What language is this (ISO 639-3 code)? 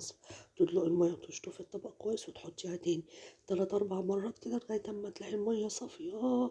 arz